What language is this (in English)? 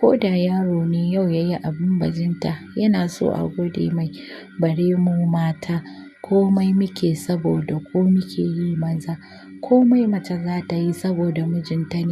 Hausa